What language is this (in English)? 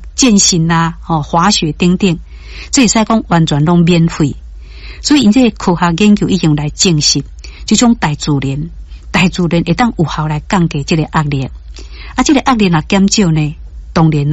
Min Nan Chinese